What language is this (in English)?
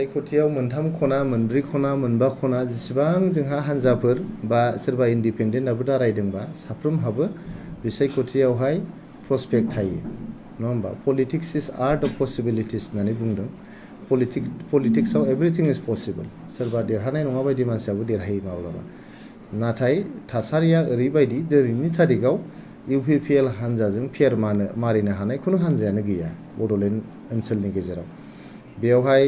Bodo